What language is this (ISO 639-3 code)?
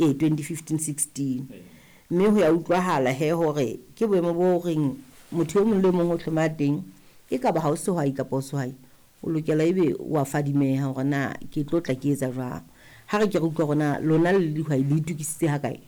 sot